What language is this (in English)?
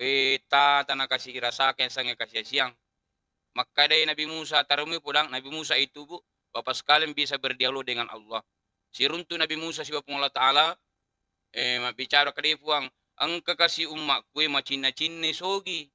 Buginese